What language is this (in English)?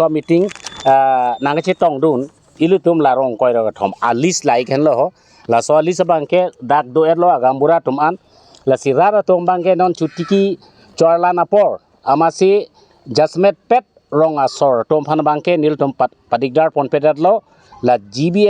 Karbi